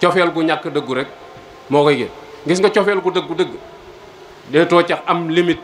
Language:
Wolof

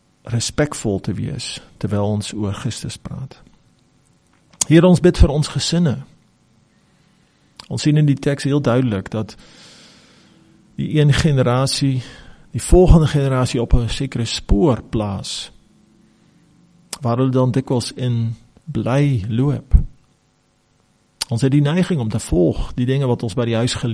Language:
Afrikaans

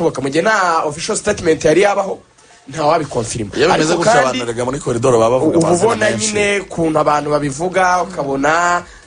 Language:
Kinyarwanda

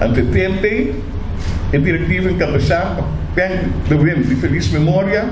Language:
Papiamento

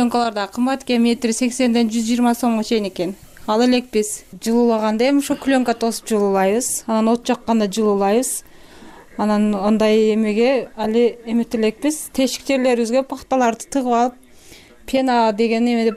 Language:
Kyrgyz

